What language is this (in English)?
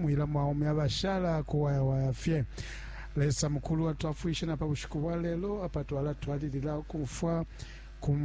Bemba